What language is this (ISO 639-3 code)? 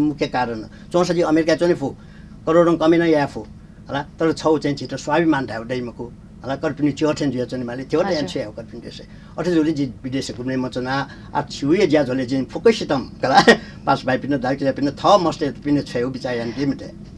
new